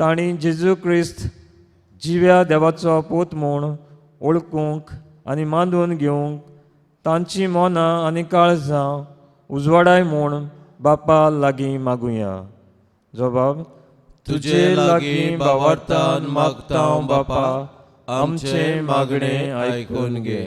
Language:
Konkani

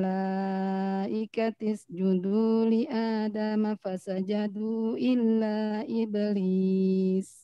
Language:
Indonesian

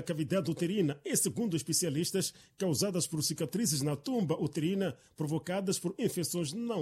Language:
Portuguese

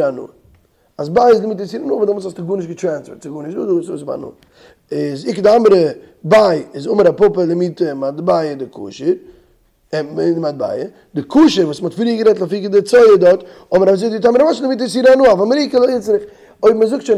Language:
Yiddish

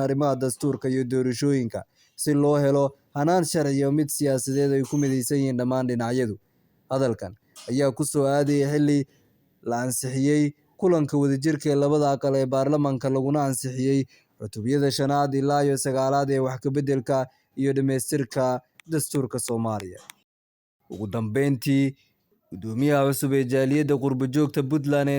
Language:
Somali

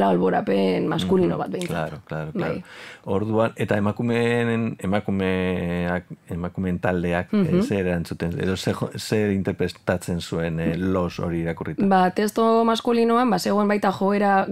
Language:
Basque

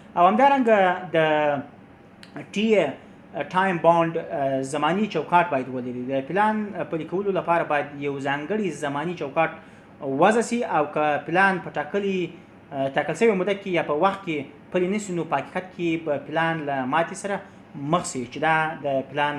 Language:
Pashto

